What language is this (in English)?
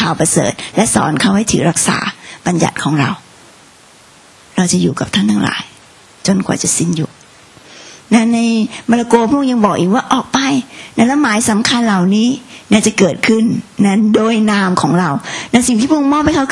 Thai